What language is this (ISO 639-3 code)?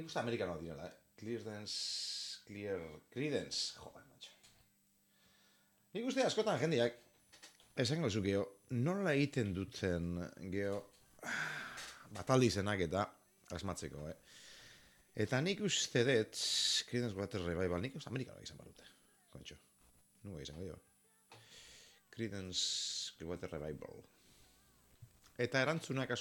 eus